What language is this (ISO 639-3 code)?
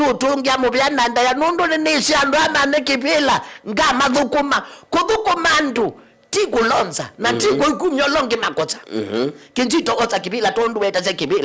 kam